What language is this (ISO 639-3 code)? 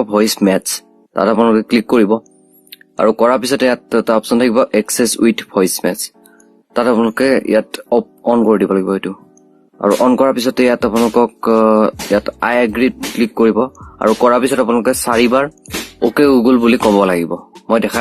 asm